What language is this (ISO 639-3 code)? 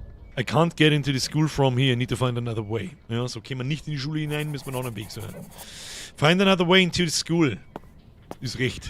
bar